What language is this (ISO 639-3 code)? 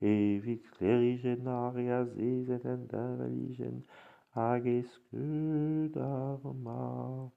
bre